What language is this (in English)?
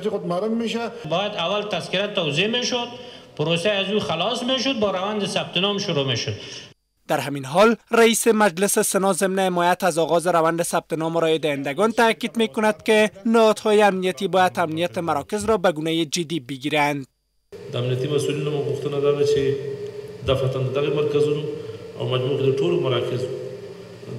Persian